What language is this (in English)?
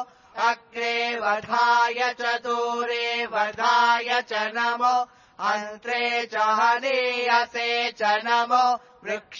Sanskrit